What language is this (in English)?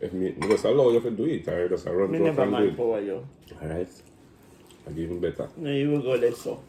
Jamaican Creole English